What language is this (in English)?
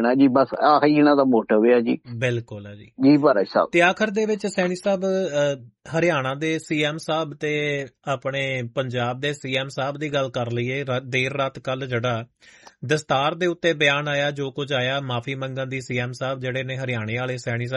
Punjabi